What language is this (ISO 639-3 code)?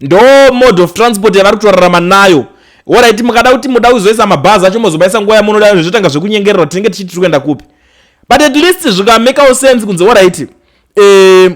sna